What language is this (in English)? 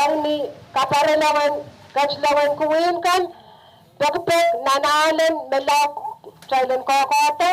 Pohnpeian